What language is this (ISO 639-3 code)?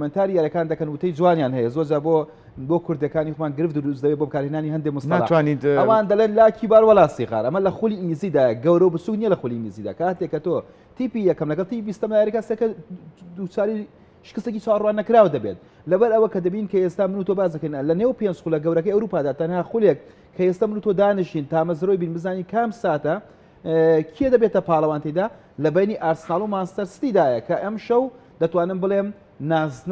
ckb